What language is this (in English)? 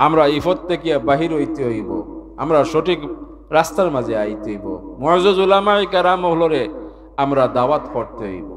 Sylheti